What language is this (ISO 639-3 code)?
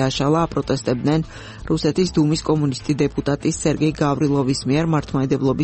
kat